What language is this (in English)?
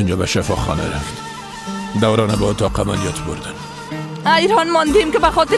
Persian